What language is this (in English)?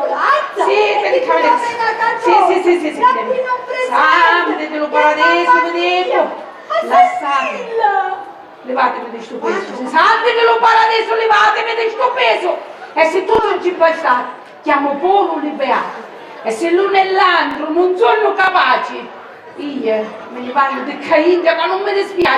Sicilian